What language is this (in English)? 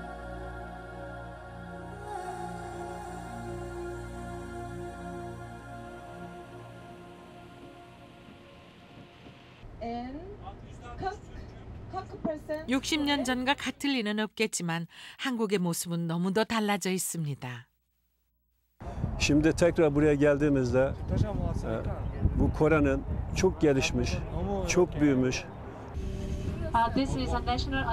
Korean